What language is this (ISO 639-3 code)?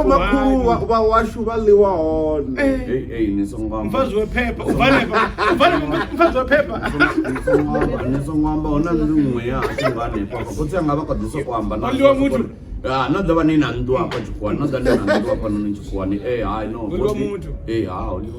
ven